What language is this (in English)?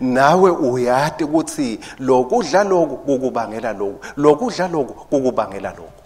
Swati